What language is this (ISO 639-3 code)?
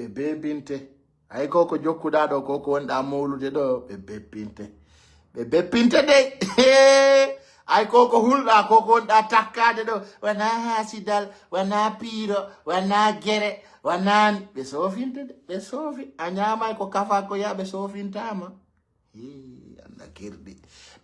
ful